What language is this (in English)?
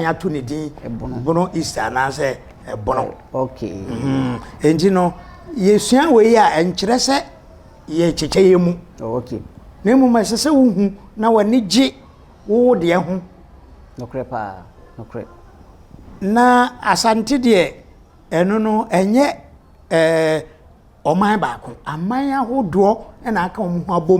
Akan